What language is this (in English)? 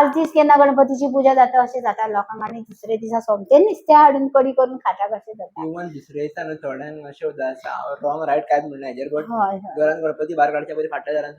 Konkani